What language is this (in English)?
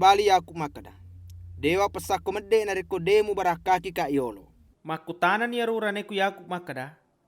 Buginese